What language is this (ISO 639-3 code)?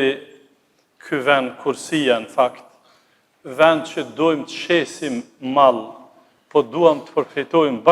sqi